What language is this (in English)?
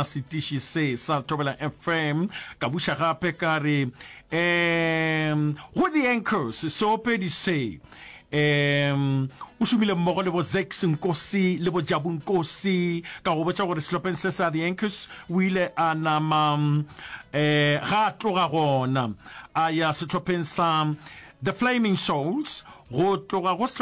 Northern Sotho